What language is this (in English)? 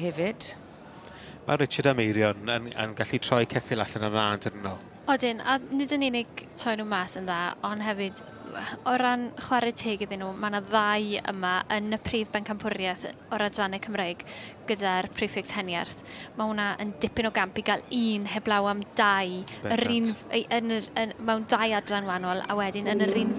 Welsh